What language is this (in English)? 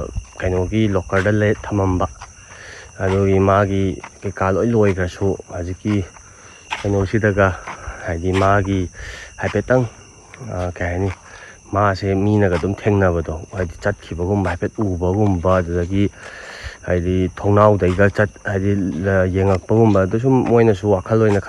Manipuri